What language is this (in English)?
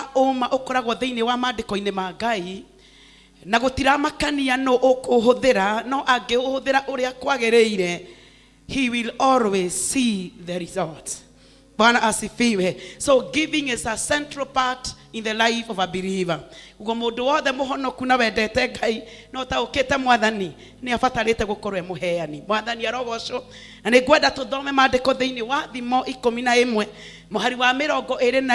Kikuyu